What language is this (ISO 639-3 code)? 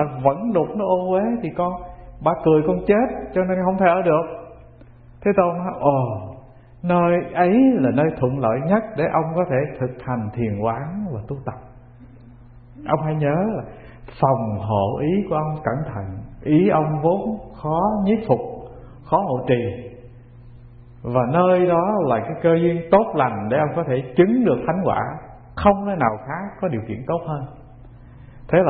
vie